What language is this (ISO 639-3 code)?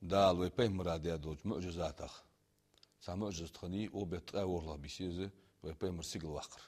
inh